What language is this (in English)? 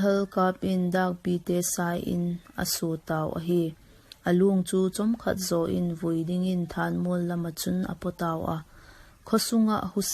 Vaiphei